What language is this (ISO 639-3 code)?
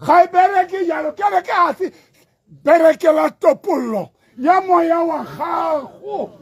tsn